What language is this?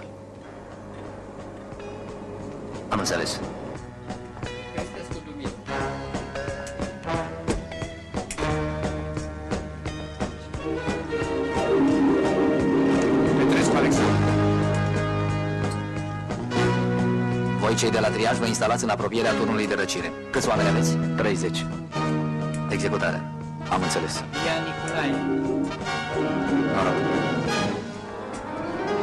Romanian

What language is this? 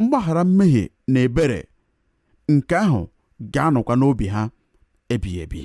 Igbo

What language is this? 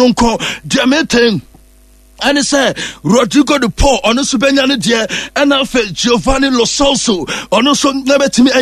Akan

